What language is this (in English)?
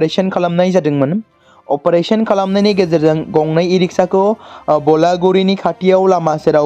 Bodo